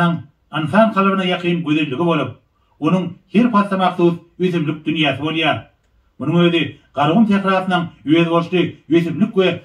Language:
Turkmen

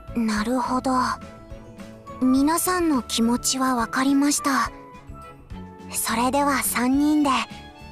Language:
Japanese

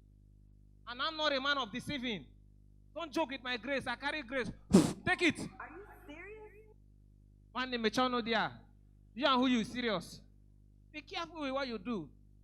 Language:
Nigerian Pidgin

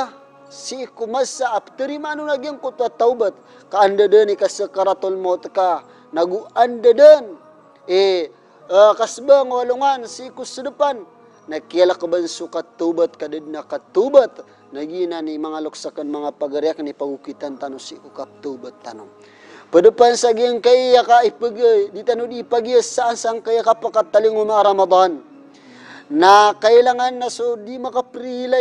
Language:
Maranao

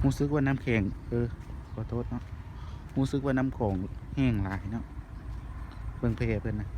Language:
Lao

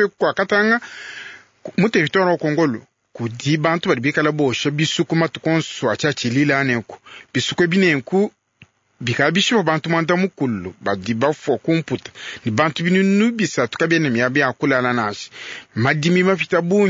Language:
Luba-Lulua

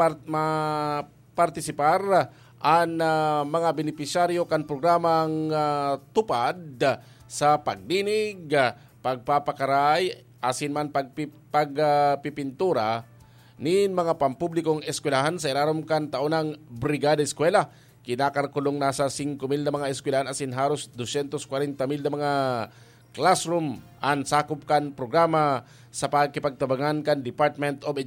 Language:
Bikol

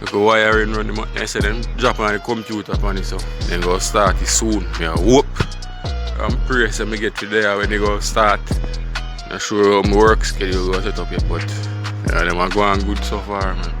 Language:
Jamaican Creole English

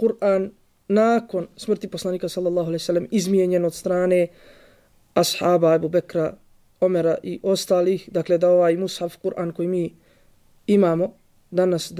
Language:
Bosnian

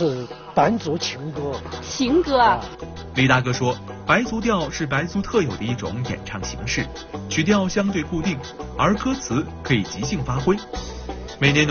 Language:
Chinese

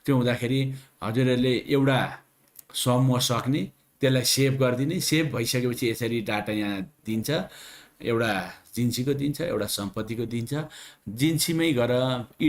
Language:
Nepali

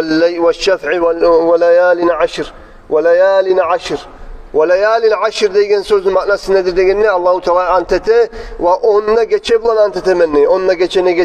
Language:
Kumyk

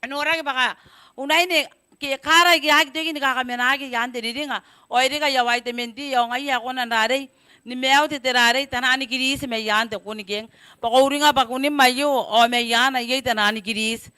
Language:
Gilbertese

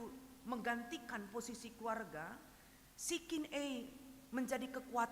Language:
Batak Karo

